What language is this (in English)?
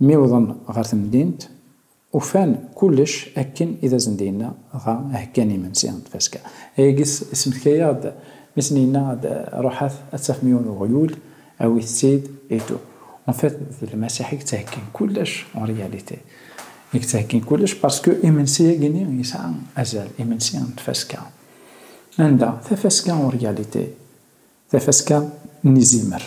Kabyle